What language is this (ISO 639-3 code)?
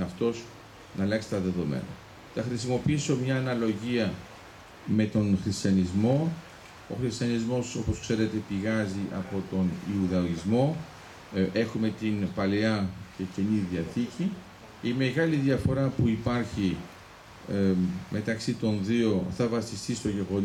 ell